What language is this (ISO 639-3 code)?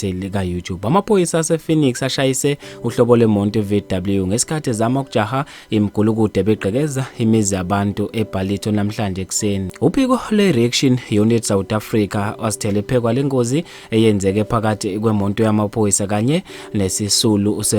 zul